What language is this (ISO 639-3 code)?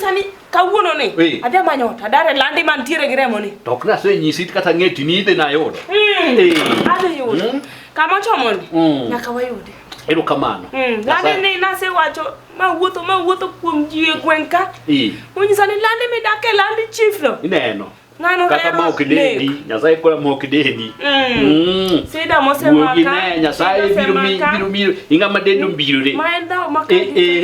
luo